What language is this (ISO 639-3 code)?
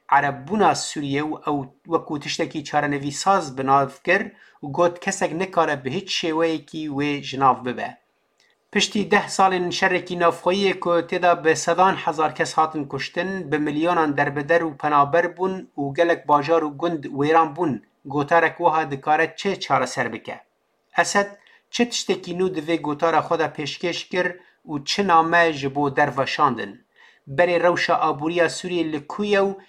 kur